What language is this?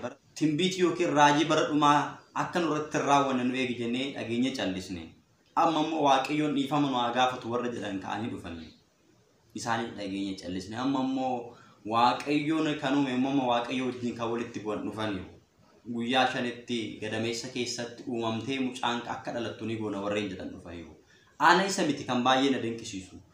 Oromo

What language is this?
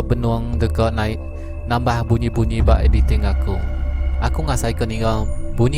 Iban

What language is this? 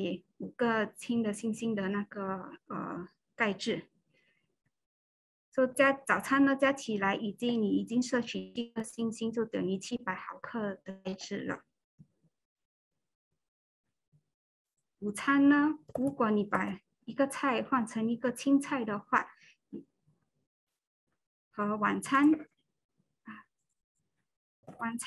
Chinese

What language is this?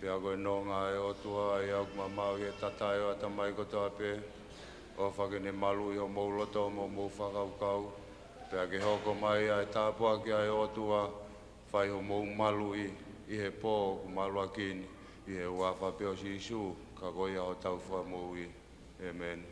Tongan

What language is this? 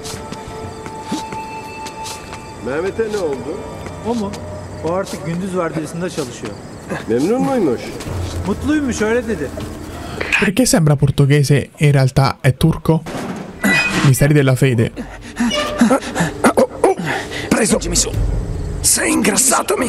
Italian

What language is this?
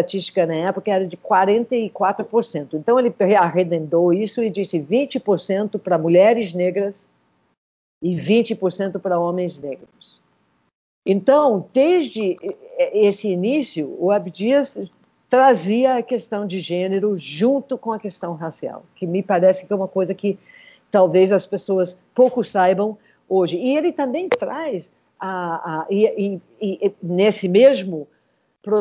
Portuguese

